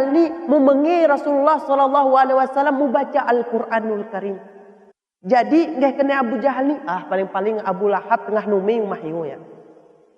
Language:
Achinese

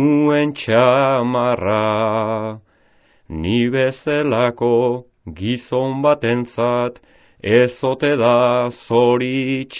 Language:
Basque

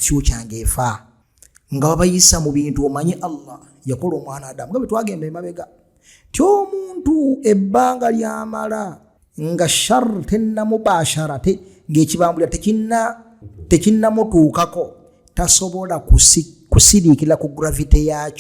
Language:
Ganda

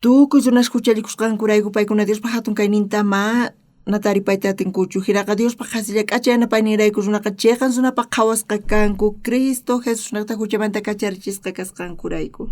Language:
South Bolivian Quechua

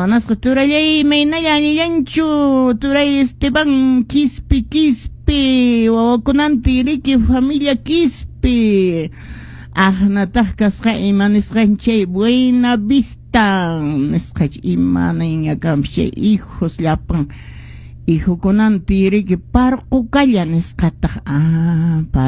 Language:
Quechua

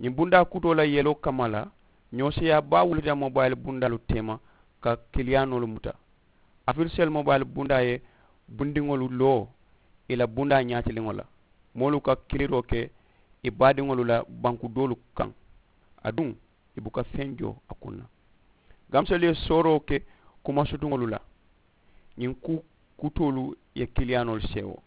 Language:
Mandingo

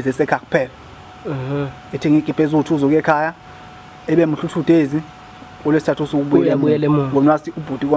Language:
Zulu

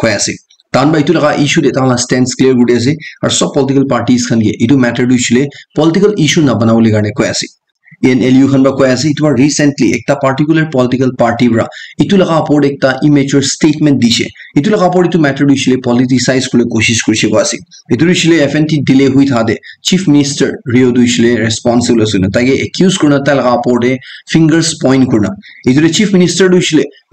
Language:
Naga Pidgin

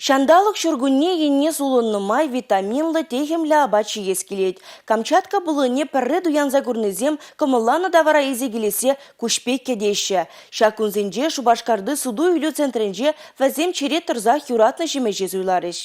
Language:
Chuvash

